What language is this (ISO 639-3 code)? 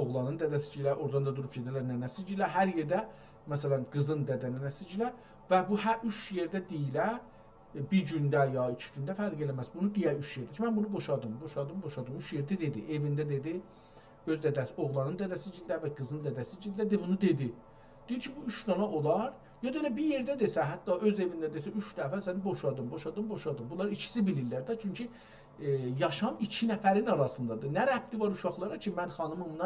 azb